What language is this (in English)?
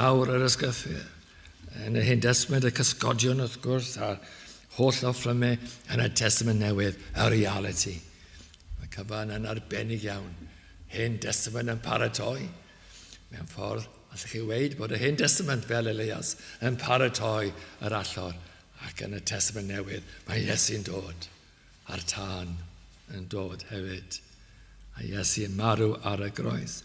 Welsh